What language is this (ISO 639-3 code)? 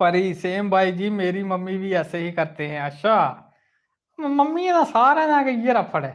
doi